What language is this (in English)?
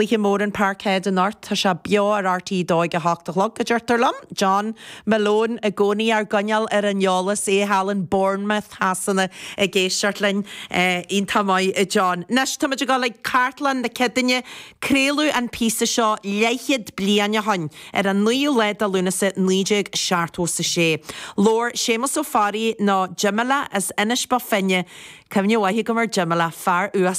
Irish